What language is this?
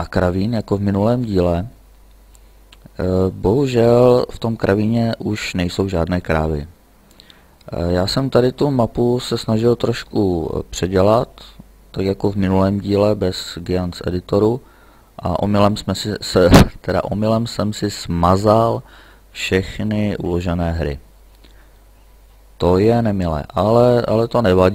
Czech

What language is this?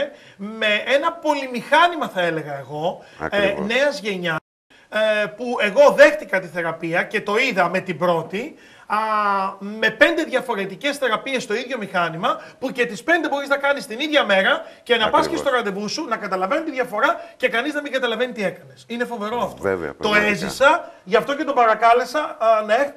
Greek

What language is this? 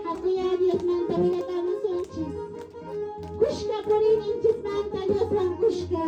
Quechua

